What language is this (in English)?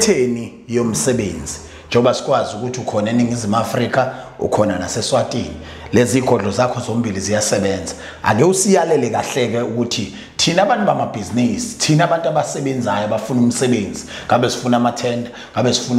Zulu